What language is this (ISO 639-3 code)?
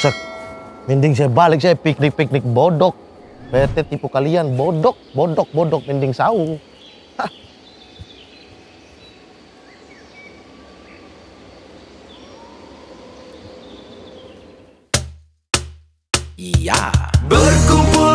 ind